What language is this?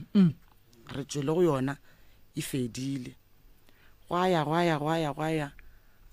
Northern Sotho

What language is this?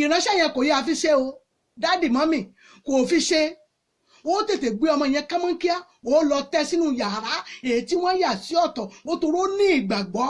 Yoruba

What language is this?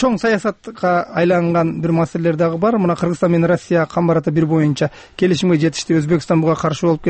Kyrgyz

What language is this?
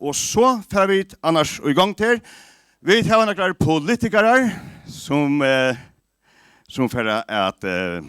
Faroese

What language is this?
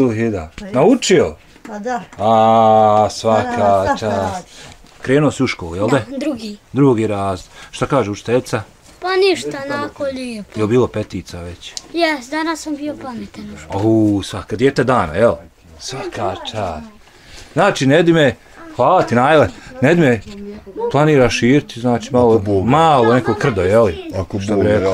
Bosnian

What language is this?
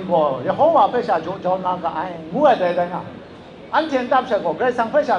Kachin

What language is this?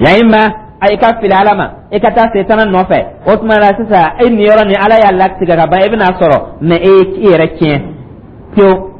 Dyula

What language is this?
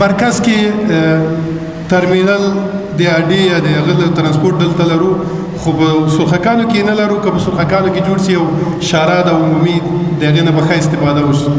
Pashto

